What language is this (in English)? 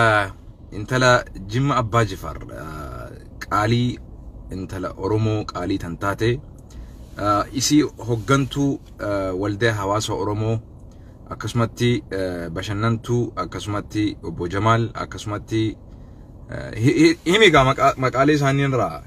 Oromo